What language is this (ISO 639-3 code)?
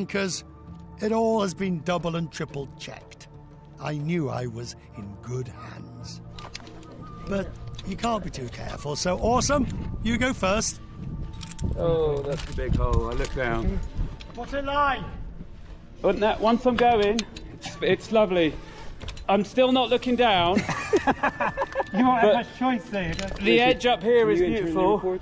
eng